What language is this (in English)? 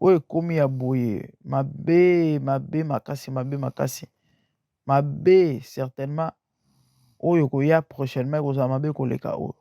Lingala